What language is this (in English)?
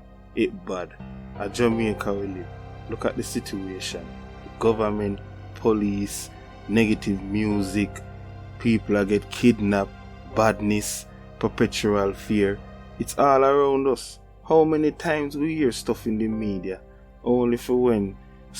Jamaican Creole English